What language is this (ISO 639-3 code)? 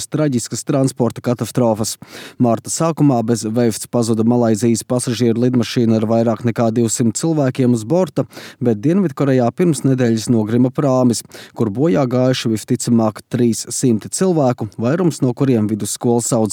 lav